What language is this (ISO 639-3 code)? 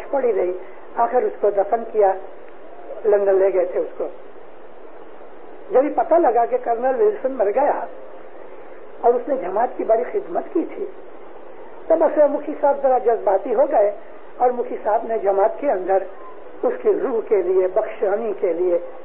urd